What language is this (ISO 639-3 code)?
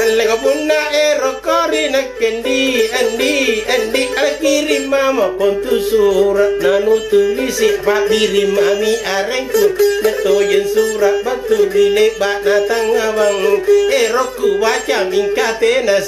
mak